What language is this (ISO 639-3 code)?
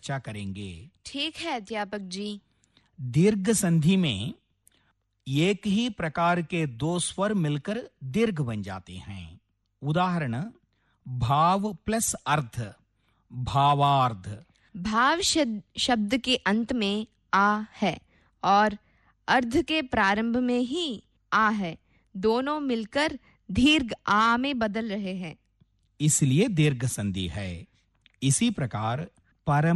hin